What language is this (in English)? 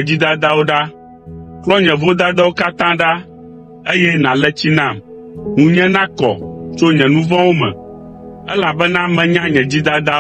Ewe